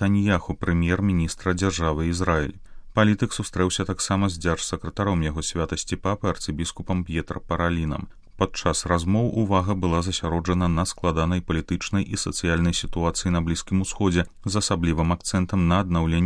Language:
Belarusian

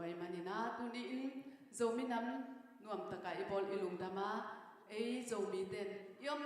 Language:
Tedim Chin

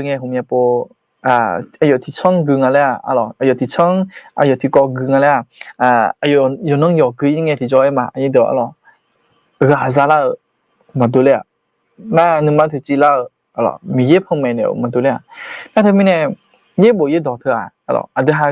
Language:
Akha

